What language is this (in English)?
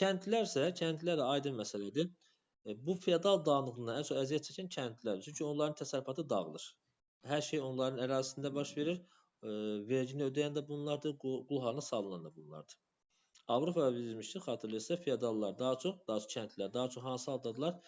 Azerbaijani